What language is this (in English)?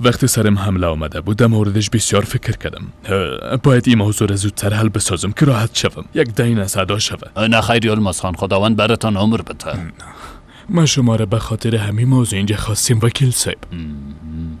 Persian